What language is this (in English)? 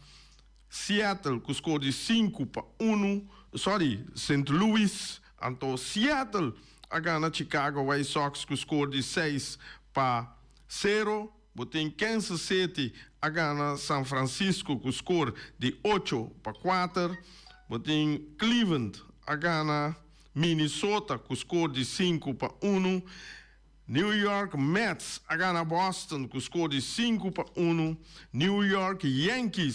Papiamento